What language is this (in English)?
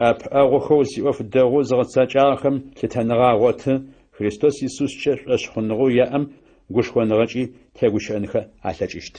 Adyghe